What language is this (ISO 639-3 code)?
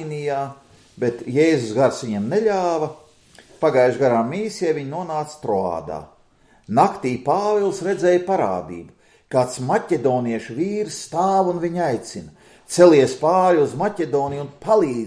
lav